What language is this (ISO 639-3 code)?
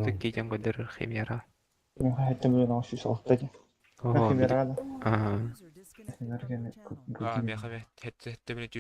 sah